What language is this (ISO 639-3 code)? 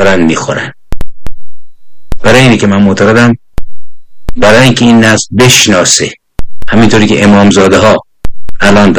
fas